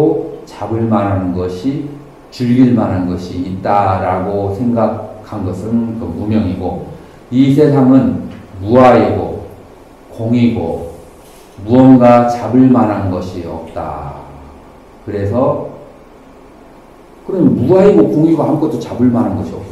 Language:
Korean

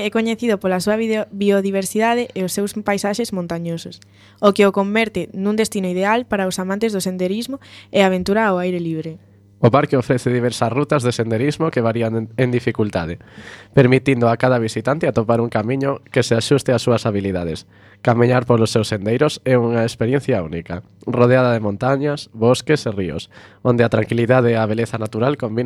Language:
Galician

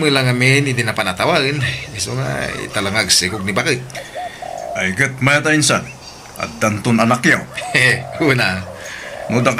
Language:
Iloko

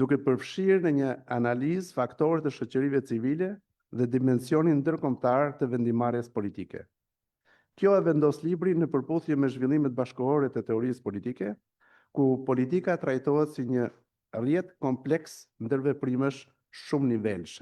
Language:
Albanian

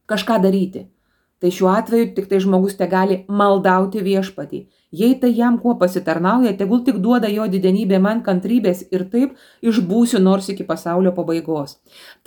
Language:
Lithuanian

